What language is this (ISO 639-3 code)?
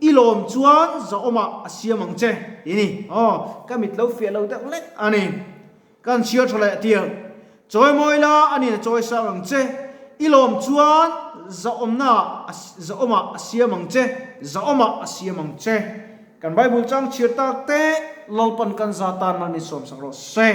lus